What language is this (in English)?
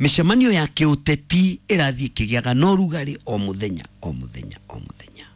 Kikuyu